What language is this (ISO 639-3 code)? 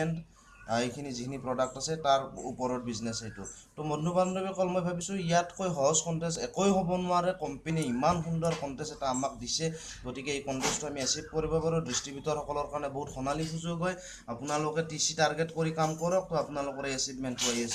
asm